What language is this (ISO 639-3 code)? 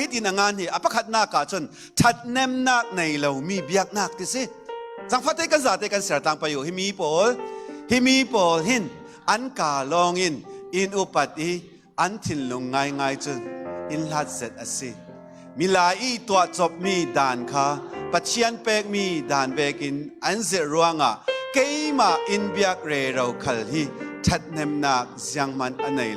cfm